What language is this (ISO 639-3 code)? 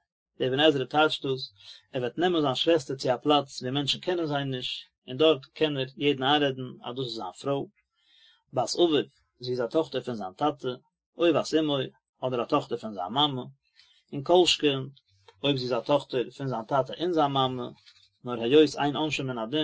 yid